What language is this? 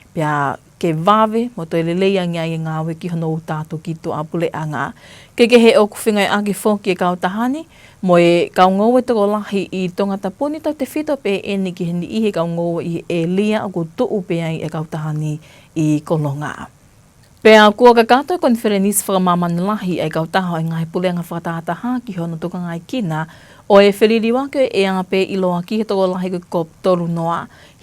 Tongan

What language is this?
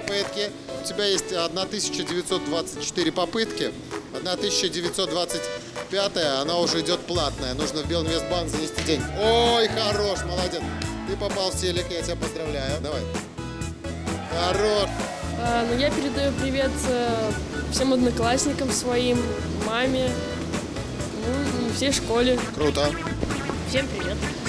Russian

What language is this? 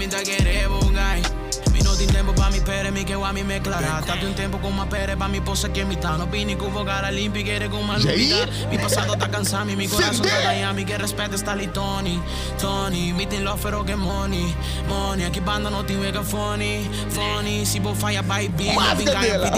Papiamento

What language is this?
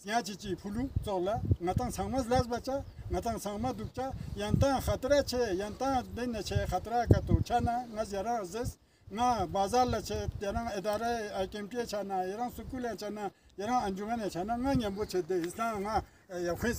Ladakhi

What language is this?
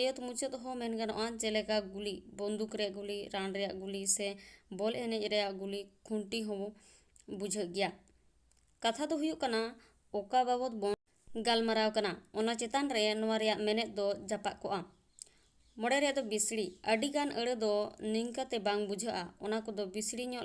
Santali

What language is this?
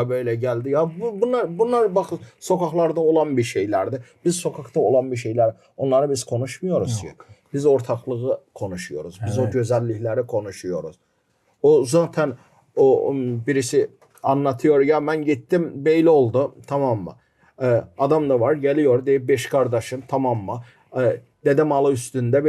Gagauz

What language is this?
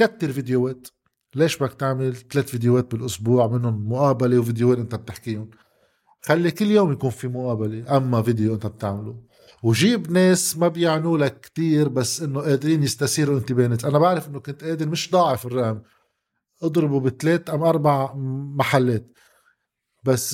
North Levantine Arabic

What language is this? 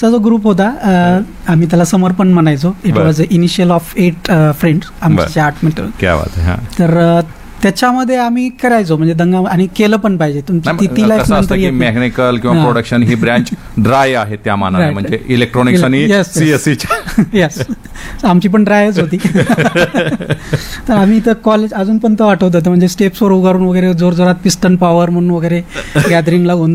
Marathi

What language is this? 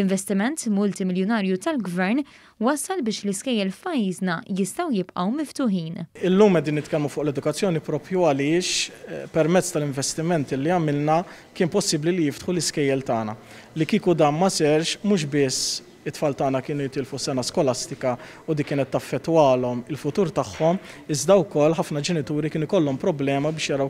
Maltese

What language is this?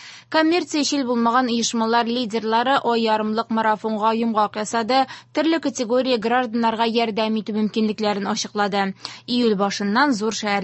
Tatar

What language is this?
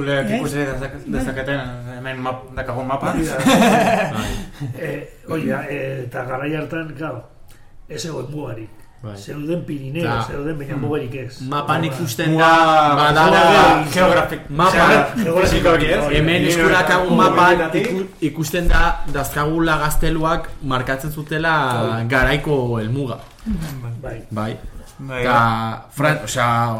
Basque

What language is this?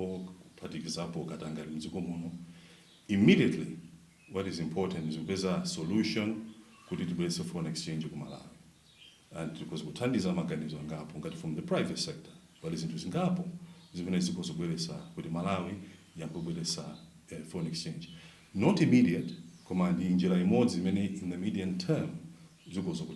Nyanja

